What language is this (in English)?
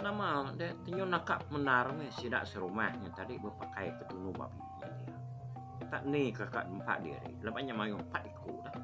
Iban